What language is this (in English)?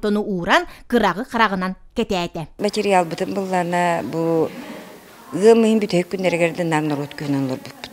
Yakut